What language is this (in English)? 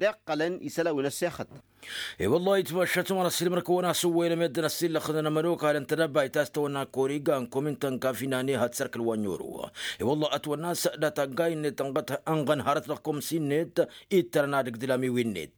Tamasheq